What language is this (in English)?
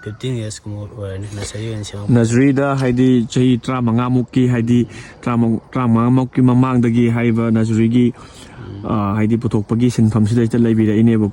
Manipuri